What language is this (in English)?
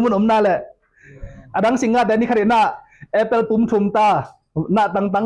Tedim Chin